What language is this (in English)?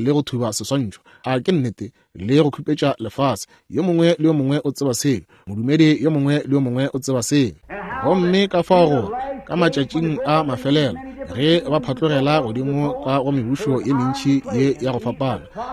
Northern Sotho